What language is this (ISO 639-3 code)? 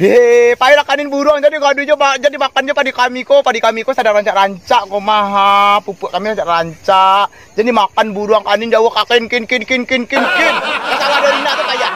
min